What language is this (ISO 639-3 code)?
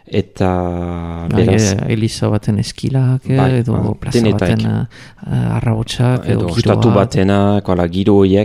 eus